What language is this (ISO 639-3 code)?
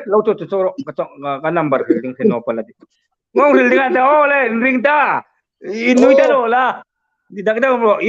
hmr